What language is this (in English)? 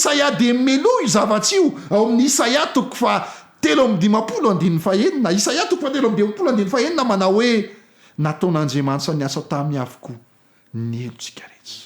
Malagasy